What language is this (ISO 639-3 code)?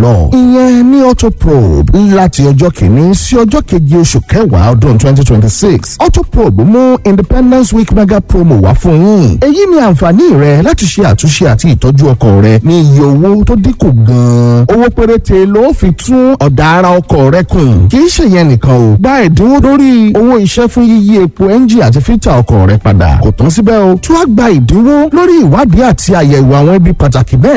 yor